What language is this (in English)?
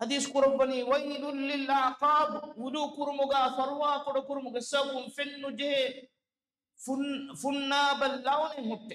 Divehi